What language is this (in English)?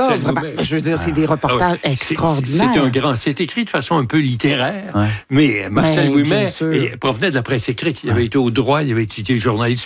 French